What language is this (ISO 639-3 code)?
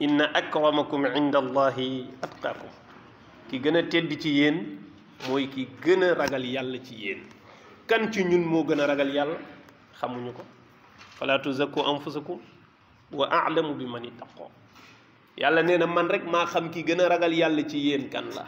wol